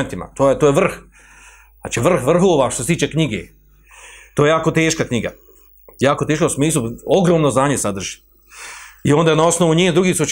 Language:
Bosnian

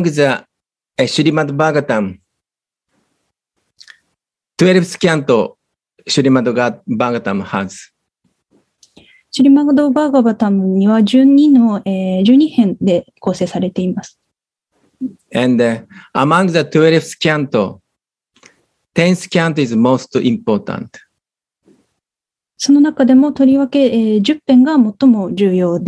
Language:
Japanese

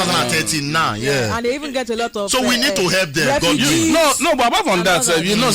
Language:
Nigerian Pidgin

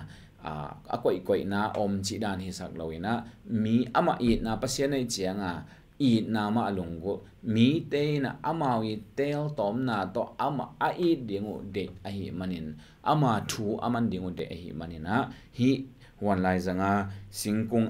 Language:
Tedim Chin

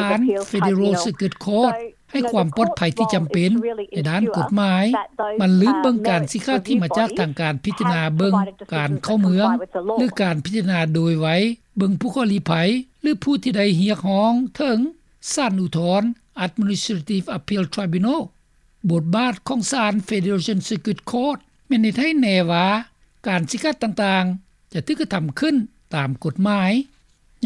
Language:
Lao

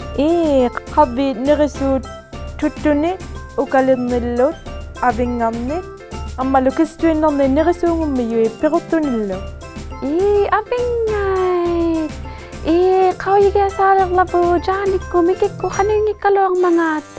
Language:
Inuktitut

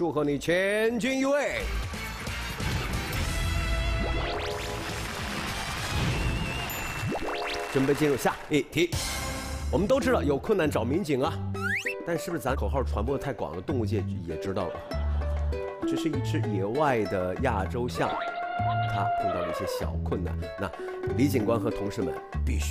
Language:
Chinese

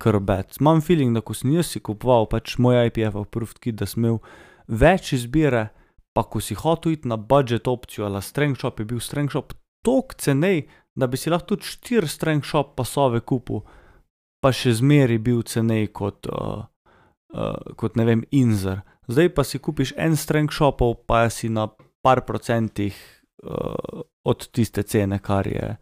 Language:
Slovenian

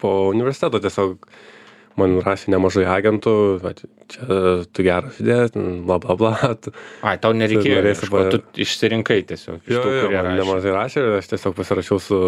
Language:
Lithuanian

